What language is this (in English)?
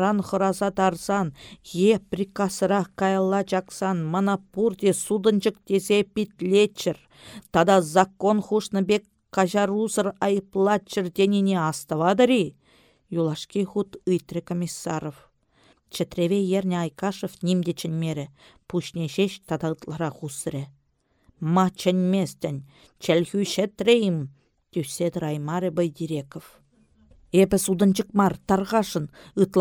Chuvash